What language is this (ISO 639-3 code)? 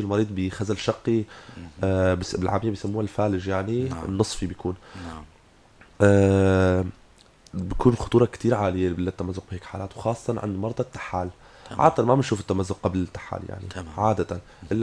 apc